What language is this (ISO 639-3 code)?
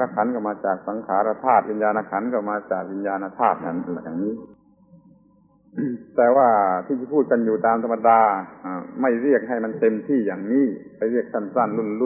tha